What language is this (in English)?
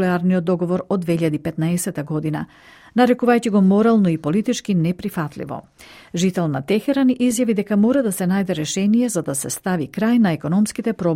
Macedonian